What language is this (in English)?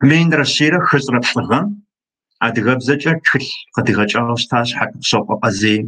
Kabardian